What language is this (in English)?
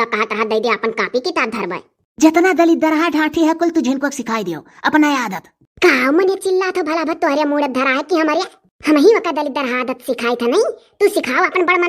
Awadhi